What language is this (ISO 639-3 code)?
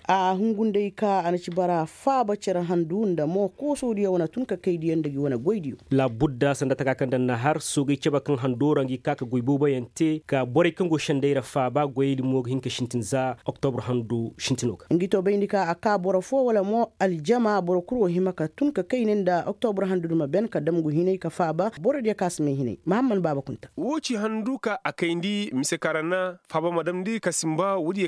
ses